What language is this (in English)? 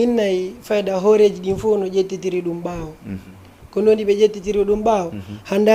Fula